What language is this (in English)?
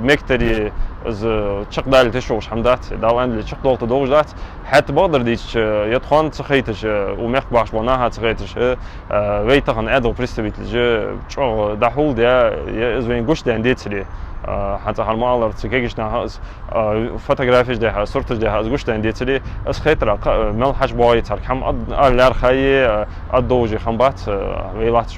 Ingush